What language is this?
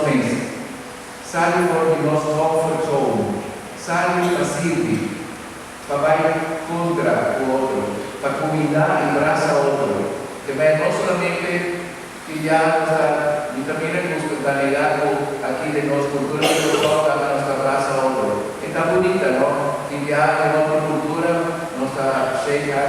Papiamento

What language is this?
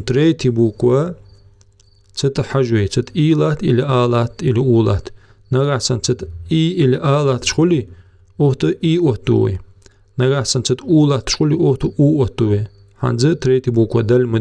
Ingush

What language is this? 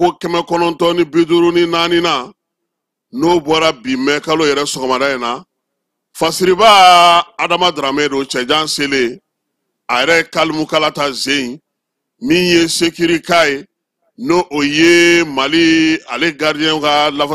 Bambara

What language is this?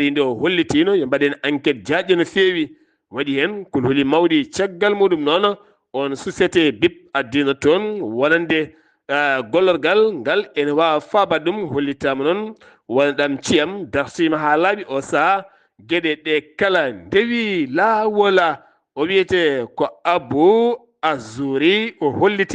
Fula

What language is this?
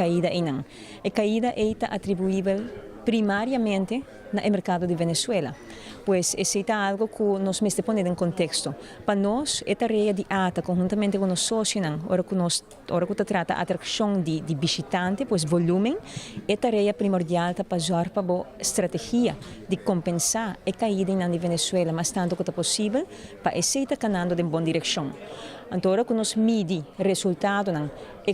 Papiamento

